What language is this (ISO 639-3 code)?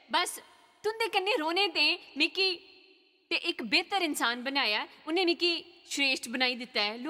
doi